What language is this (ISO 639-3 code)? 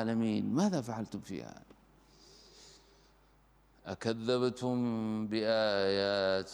ara